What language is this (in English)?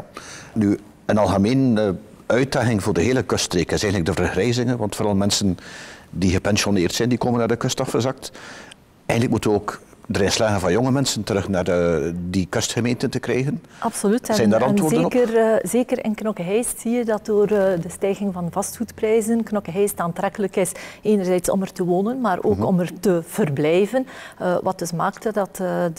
Dutch